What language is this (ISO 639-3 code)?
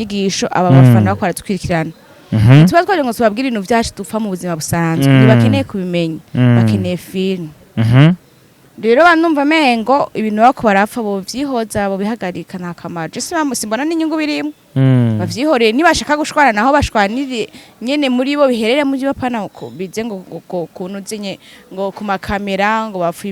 run